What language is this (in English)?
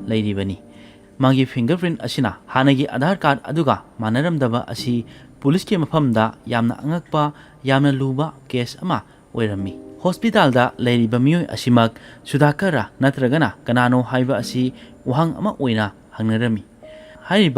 Manipuri